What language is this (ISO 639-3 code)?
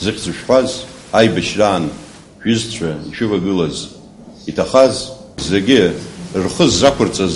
abk